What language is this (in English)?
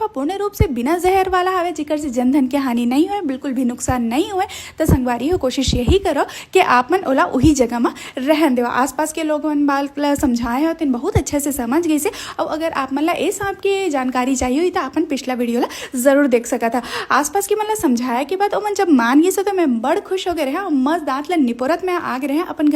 Chhattisgarhi